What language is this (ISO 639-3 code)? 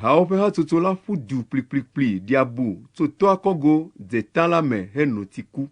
ewe